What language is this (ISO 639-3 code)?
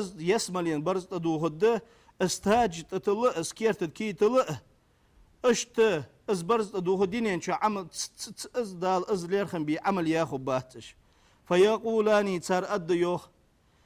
inh